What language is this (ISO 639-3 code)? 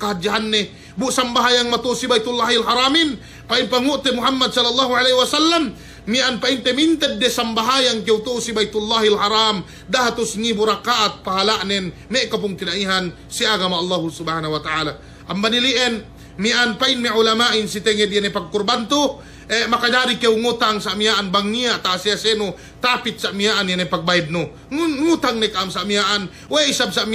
yka